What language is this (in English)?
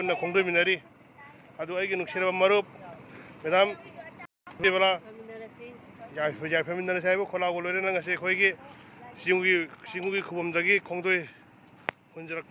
Manipuri